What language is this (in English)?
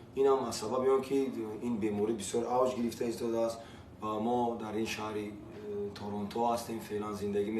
Tajik